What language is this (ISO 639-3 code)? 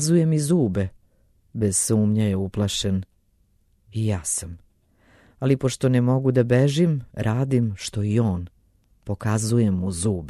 srp